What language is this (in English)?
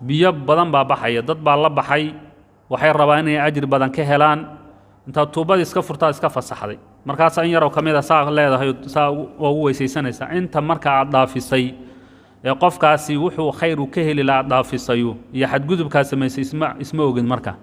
Somali